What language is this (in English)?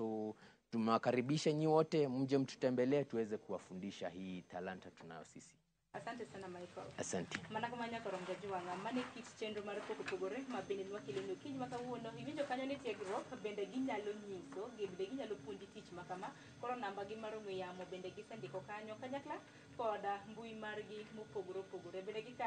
Luo (Kenya and Tanzania)